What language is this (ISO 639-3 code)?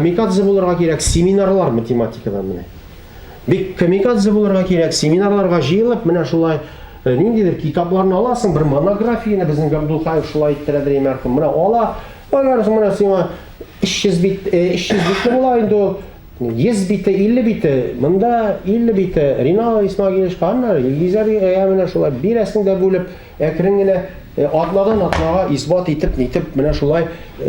tat